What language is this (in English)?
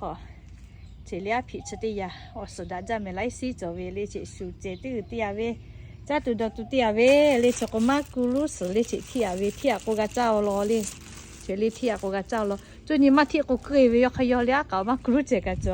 Lahu